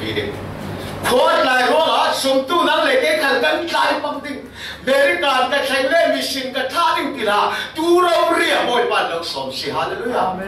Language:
Falam Chin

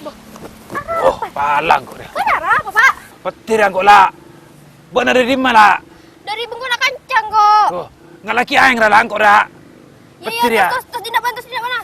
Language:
Madurese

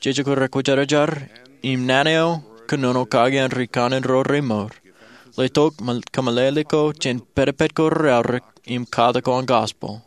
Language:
Marshallese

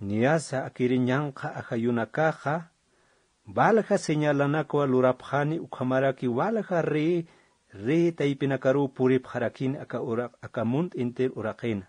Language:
Aymara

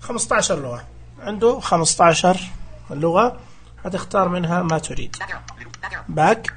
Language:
Najdi Arabic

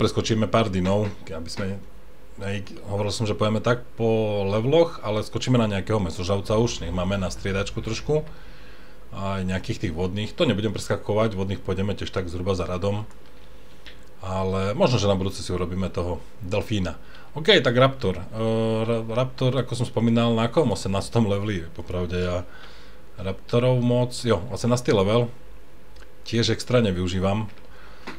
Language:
Slovak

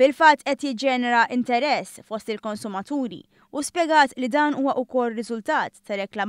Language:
Maltese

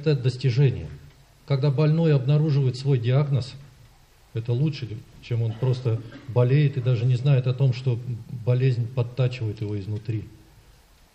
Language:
Russian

